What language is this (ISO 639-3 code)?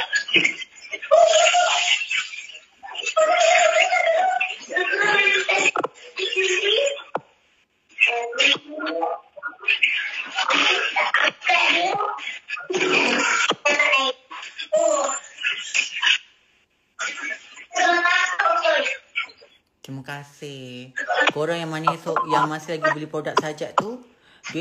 msa